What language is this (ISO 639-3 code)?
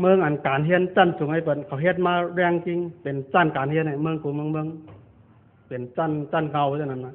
shn